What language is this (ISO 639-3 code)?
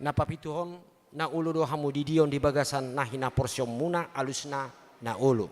bbc